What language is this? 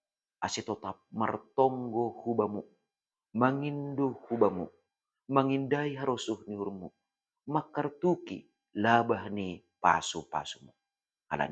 Batak Simalungun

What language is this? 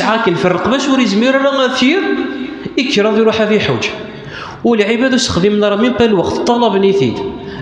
Kabyle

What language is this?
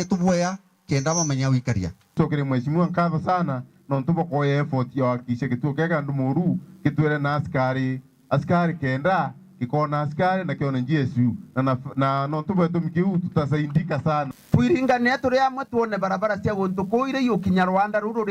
Meru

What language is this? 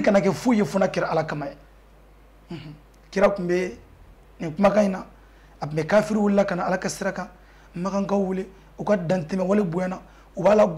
Bambara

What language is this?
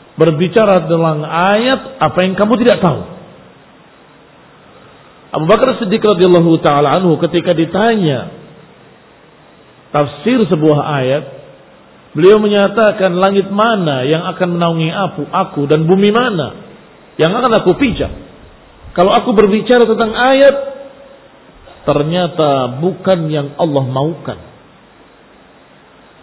Indonesian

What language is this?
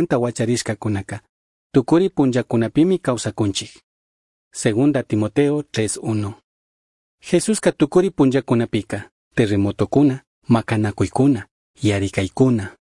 Chimborazo Highland Quichua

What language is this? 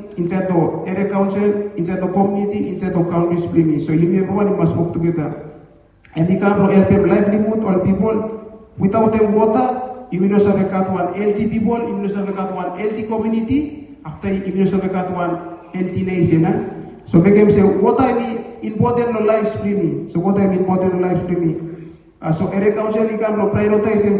Bislama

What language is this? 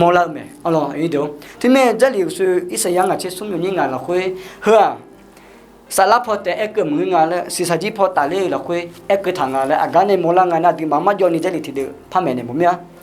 Akha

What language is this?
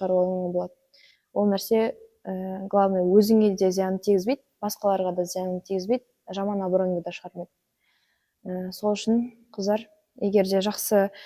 Kazakh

